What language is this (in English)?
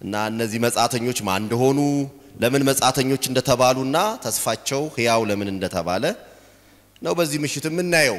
Amharic